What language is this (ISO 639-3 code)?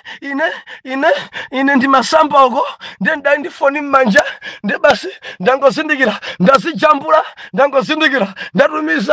nya